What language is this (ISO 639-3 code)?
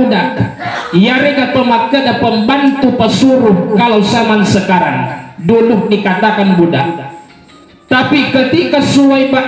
bug